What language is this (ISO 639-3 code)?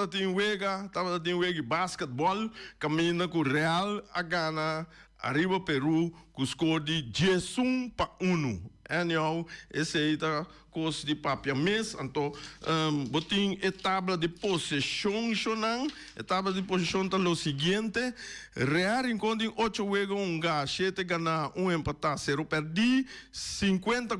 pap